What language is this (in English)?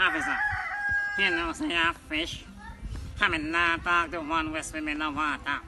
Jamaican Creole English